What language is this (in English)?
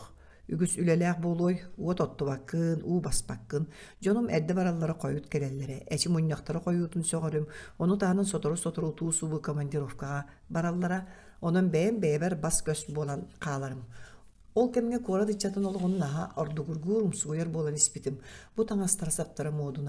Yakut